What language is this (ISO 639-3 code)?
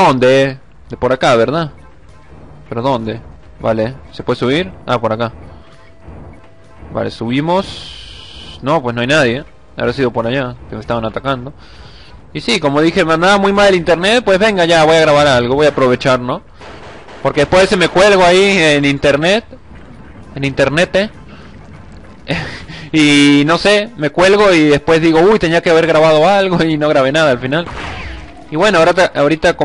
spa